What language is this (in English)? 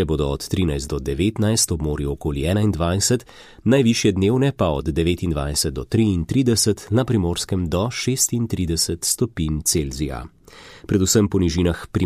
Slovenian